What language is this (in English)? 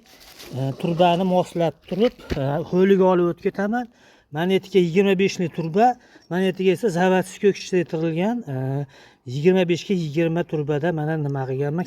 Uzbek